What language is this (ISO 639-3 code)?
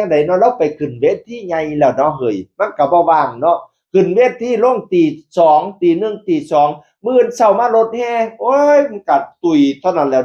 tts